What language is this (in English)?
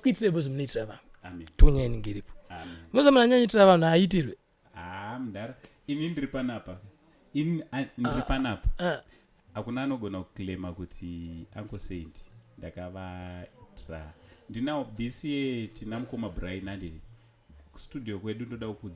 Shona